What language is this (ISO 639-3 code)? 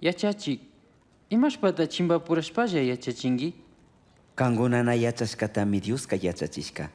qug